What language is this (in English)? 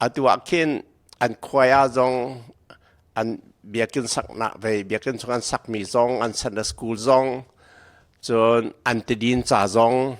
Hakha Chin